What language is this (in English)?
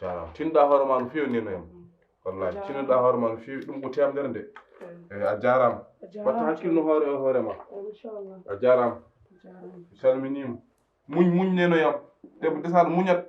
Fula